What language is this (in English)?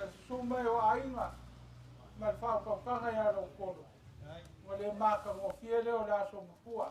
Samoan